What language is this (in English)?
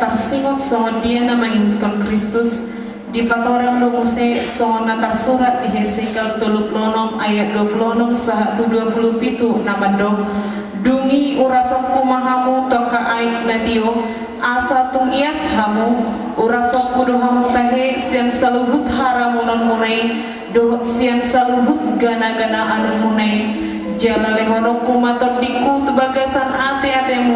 Batak Toba